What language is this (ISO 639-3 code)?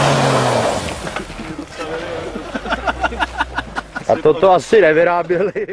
ces